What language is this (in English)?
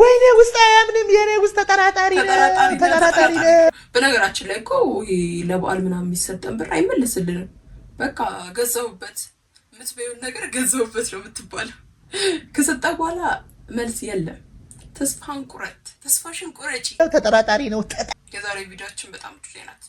Amharic